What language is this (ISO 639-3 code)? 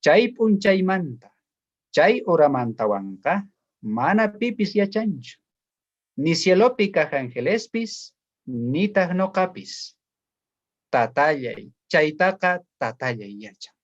quh